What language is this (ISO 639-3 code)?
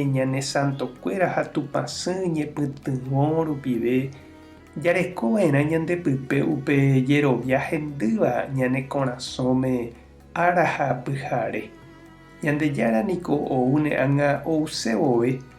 grn